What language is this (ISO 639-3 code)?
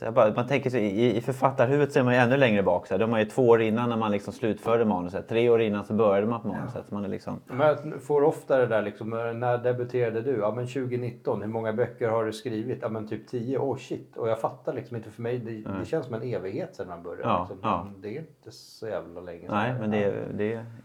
swe